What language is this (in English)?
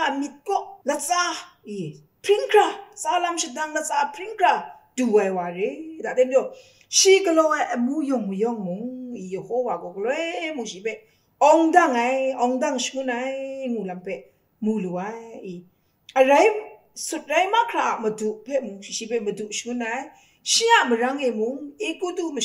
Kachin